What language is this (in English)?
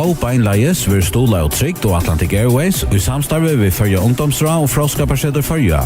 Faroese